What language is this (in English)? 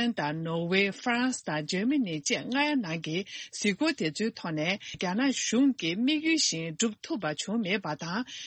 Tibetan